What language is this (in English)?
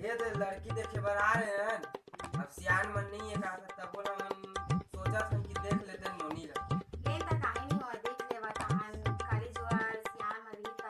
Chhattisgarhi